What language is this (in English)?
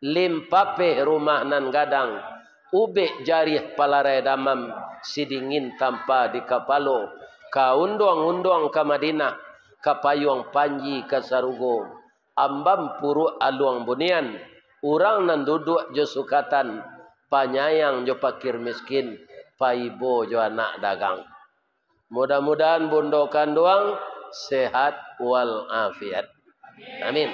Minangkabau